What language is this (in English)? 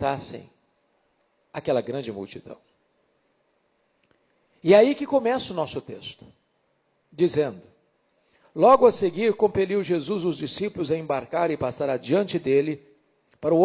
Portuguese